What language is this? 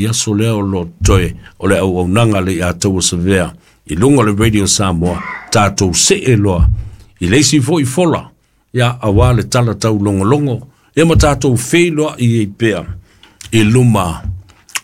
Samoan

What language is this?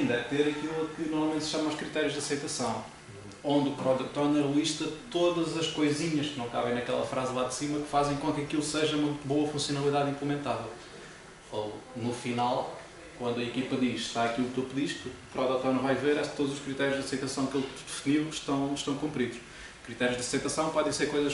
Portuguese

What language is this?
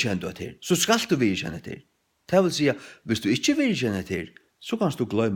Faroese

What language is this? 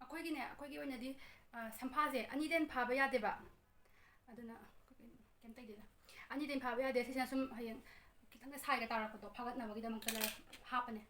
Manipuri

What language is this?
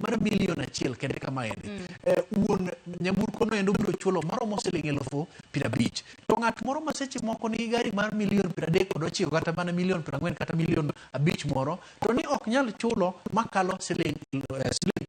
Luo (Kenya and Tanzania)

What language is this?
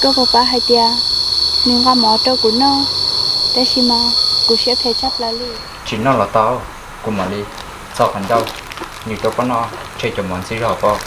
Hmong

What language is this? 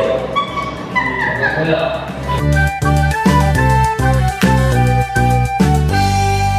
Malay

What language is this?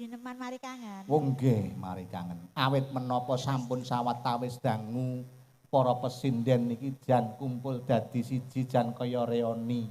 Javanese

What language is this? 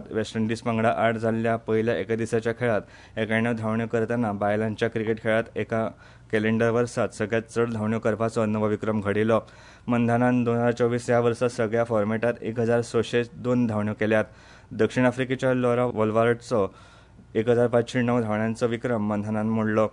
Konkani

